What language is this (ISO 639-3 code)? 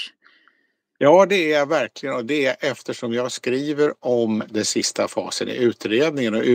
swe